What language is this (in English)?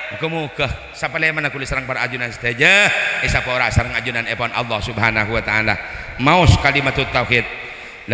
Madurese